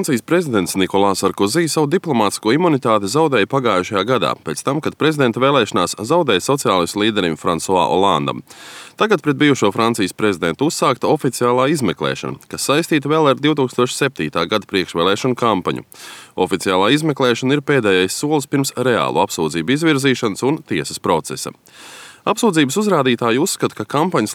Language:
Latvian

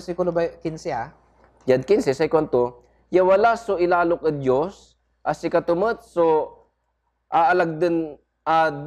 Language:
Pangasinan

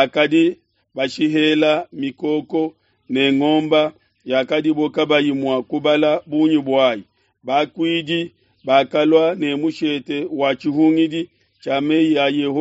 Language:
Luba-Lulua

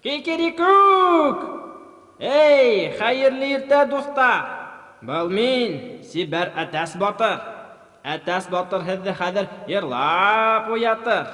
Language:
Bashkir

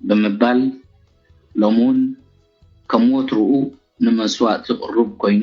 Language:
Tigrinya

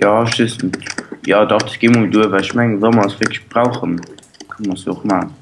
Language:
Luxembourgish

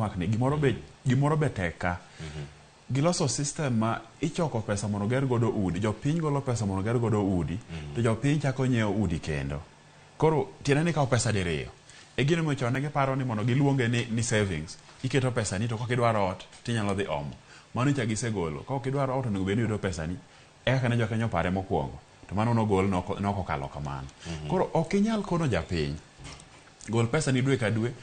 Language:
Luo (Kenya and Tanzania)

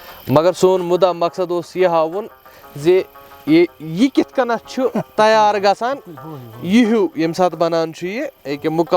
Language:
Kashmiri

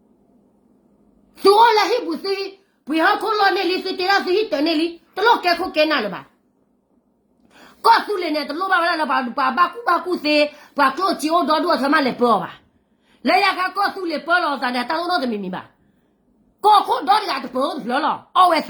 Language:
S'gaw Karen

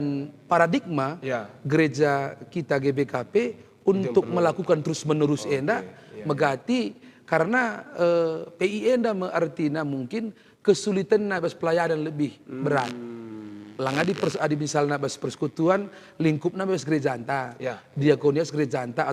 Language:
Batak Karo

